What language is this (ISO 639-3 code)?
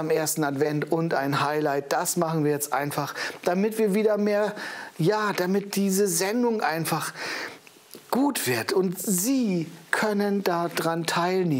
deu